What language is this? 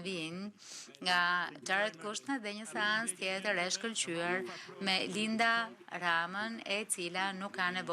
Albanian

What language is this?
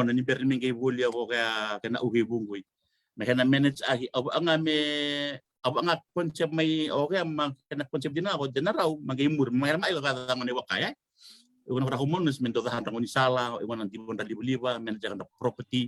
Fijian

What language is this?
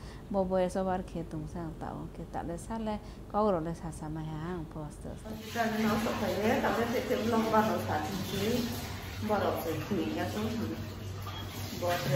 Vietnamese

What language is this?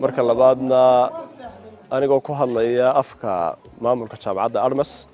Somali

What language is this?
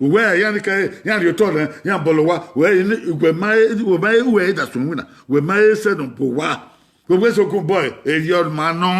Bini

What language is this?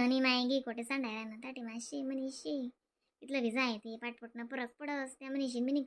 Khandesi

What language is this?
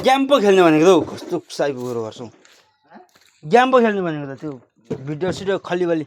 Nepali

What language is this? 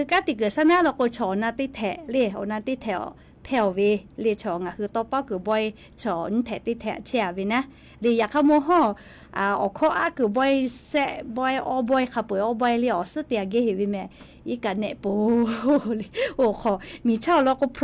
Lahu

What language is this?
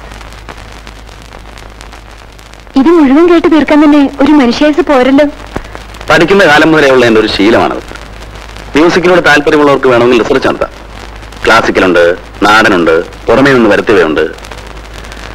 Malayalam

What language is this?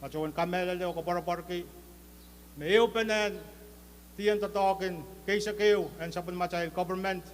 Pohnpeian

